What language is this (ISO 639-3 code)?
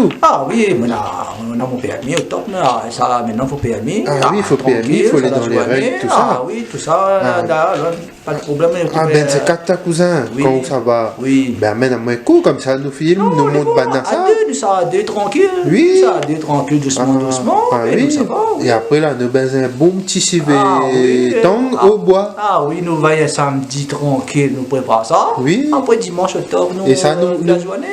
rcf